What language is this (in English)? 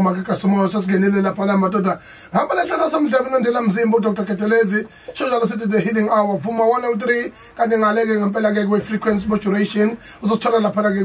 Zulu